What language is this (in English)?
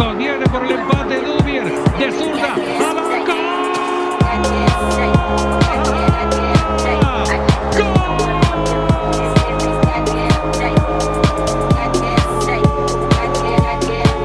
Spanish